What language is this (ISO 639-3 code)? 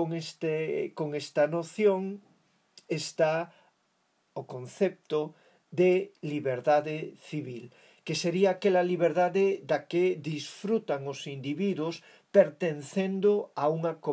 glg